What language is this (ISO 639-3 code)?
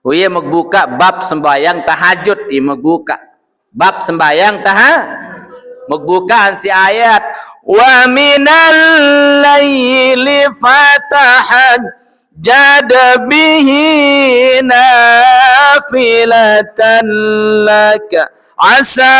sas